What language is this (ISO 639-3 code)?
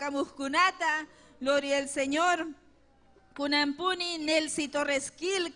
quy